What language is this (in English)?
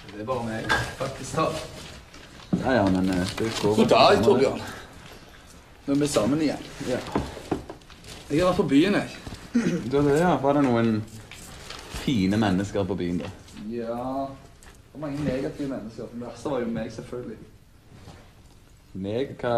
Norwegian